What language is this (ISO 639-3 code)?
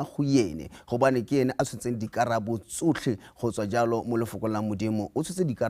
tsn